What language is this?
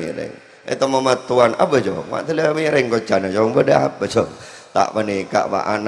Madurese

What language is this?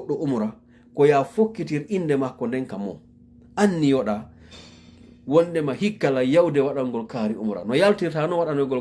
Fula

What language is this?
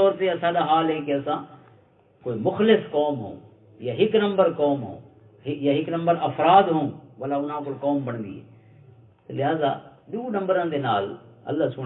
Western Panjabi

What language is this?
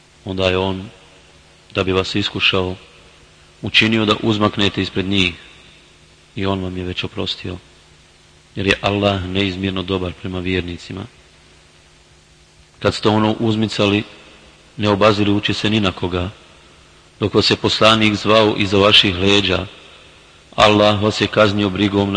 Bosnian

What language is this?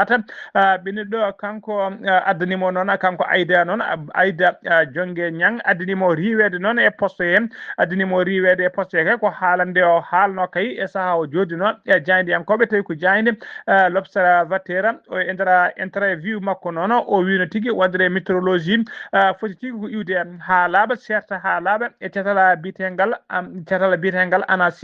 Fula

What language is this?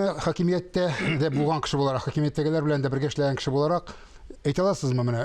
Tatar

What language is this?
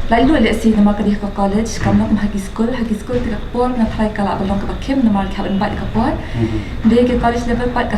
Khasi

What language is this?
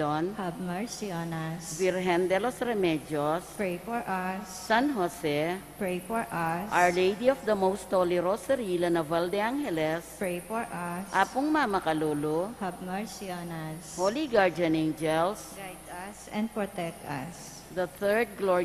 Pampanga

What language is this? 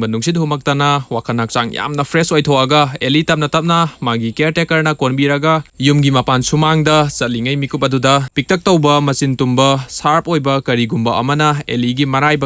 Manipuri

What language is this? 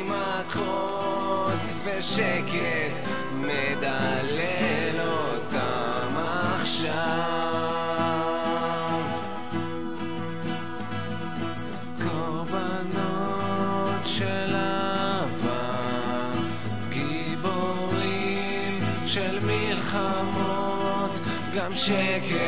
Hebrew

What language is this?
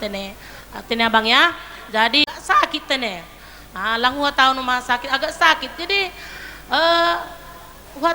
Batak Simalungun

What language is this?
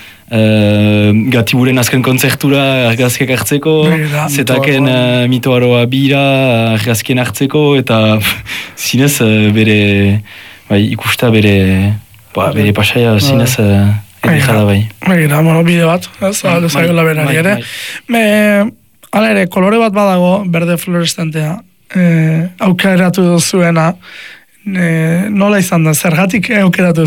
Basque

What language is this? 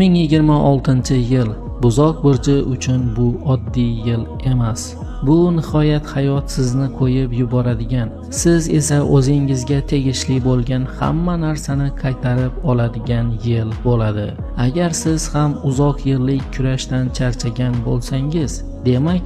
Uzbek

